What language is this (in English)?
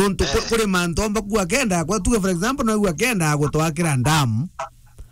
Meru